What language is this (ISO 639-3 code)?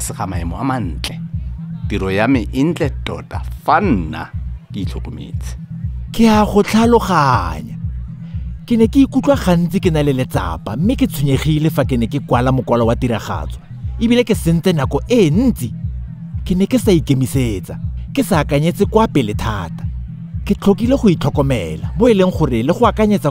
tsn